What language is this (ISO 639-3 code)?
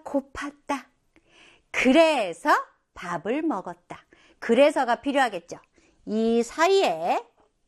kor